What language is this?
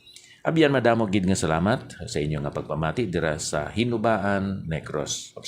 Hiligaynon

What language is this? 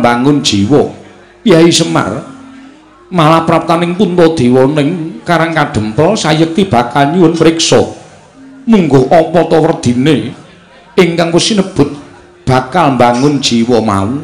Javanese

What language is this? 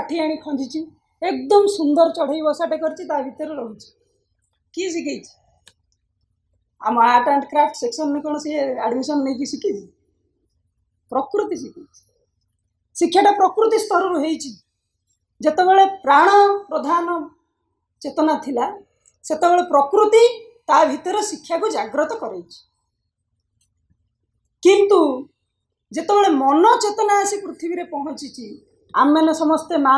Odia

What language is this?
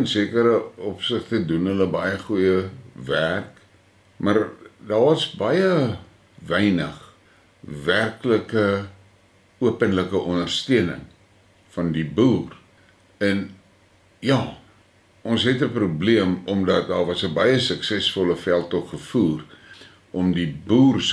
Afrikaans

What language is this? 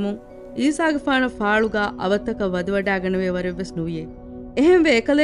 Divehi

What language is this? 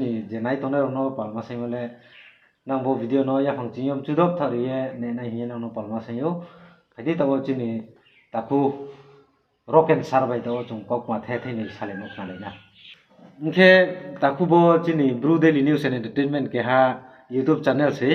Riang (India)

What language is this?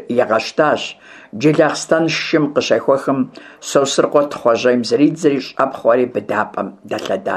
Kabardian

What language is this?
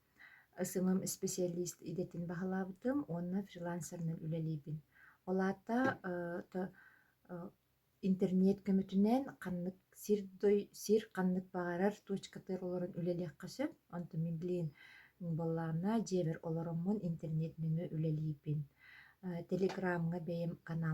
Yakut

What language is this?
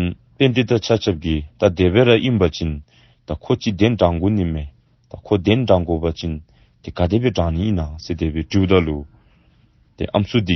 Dzongkha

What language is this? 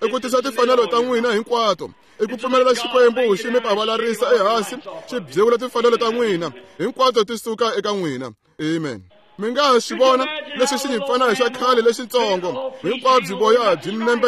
Tsonga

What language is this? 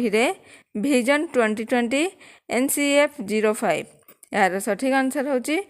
Odia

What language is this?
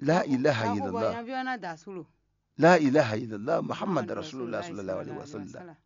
Fon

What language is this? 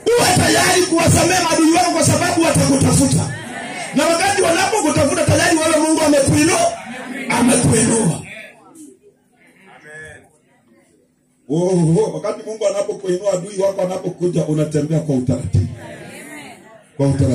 Swahili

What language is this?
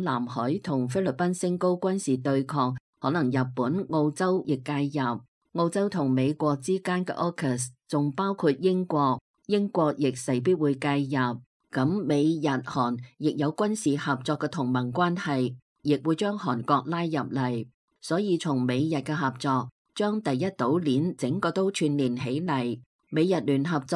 Cantonese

